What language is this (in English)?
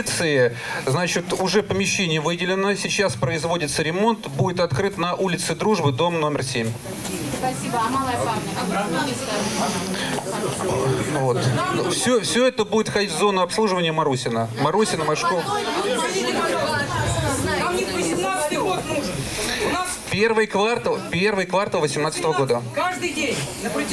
Russian